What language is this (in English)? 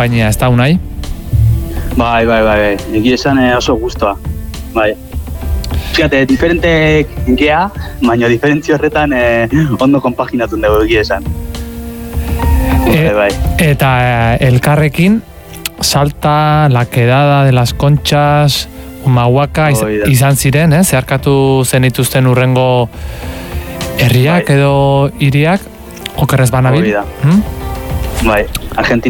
Basque